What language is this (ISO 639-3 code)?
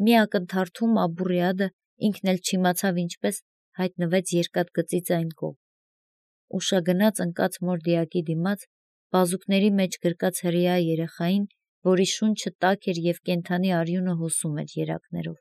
hye